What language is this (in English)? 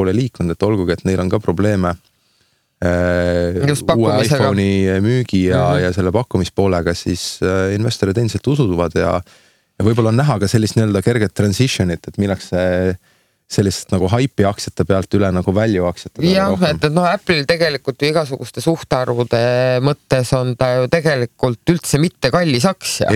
Estonian